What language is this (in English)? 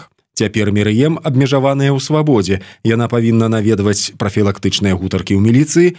Belarusian